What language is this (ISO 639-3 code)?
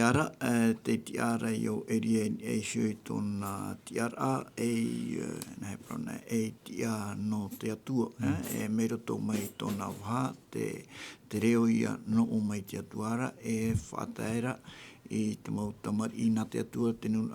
tah